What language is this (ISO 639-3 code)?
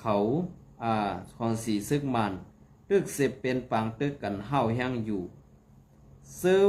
shn